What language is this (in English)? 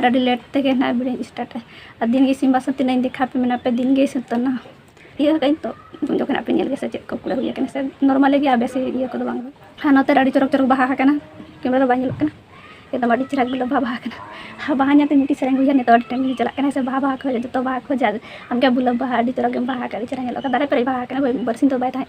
Santali